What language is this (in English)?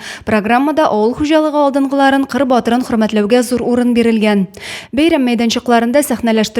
Tatar